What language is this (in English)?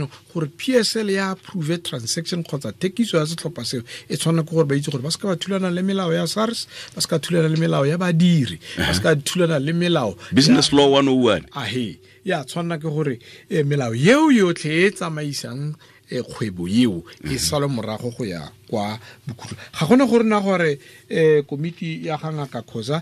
Tswana